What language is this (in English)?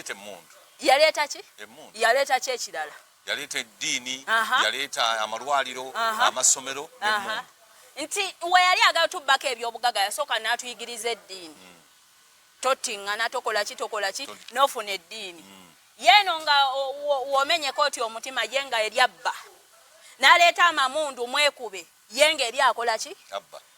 Ganda